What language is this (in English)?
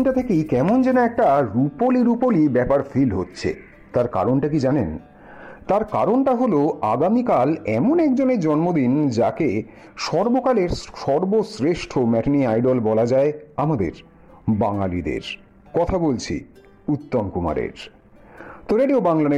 Bangla